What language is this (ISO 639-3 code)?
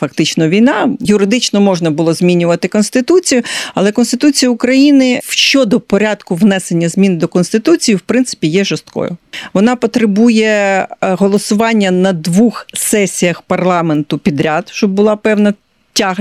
ukr